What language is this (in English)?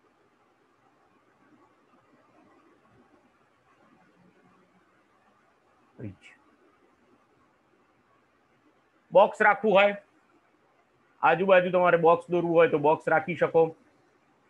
Gujarati